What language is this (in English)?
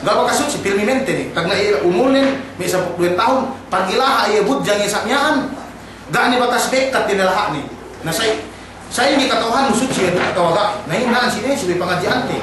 Yakan